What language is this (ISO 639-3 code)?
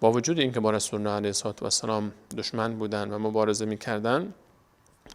fas